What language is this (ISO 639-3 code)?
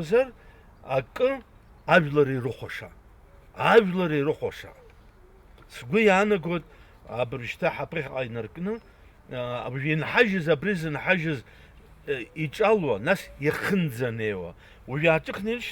abk